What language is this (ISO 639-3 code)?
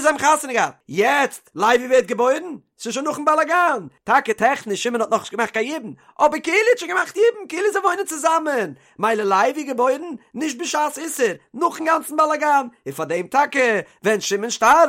yid